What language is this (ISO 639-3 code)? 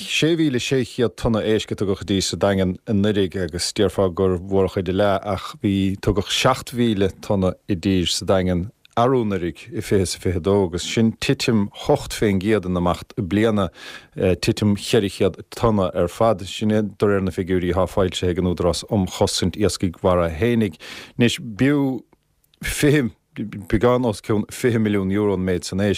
gle